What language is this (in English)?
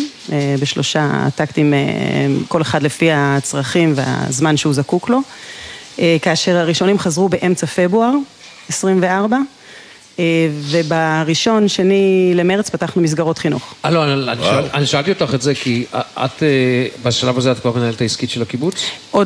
Hebrew